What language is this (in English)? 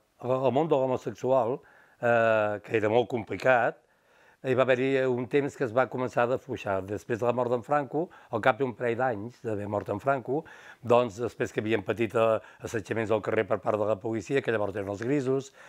Catalan